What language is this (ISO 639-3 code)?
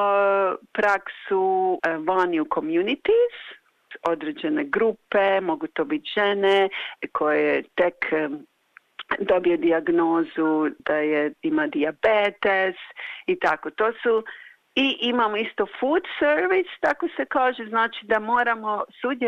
hrv